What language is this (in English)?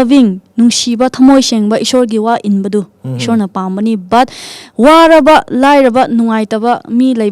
Manipuri